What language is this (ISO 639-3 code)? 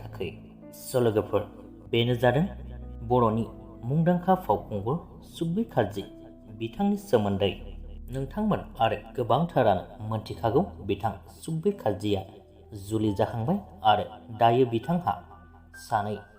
brx